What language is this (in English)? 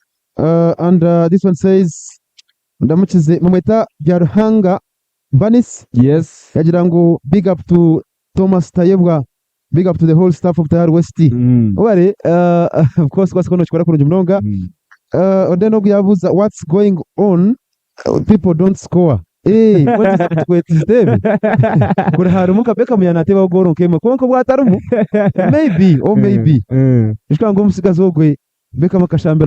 Nyankole